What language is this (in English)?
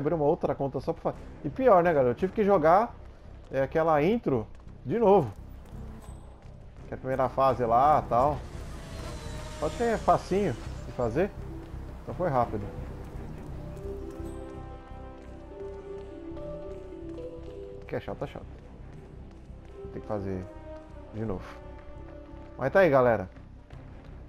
Portuguese